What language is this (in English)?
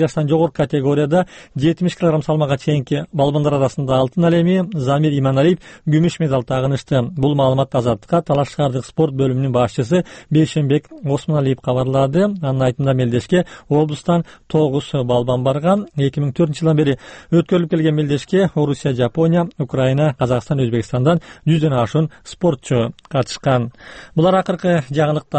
Kyrgyz